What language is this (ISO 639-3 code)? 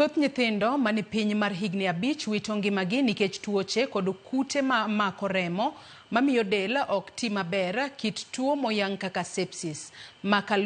luo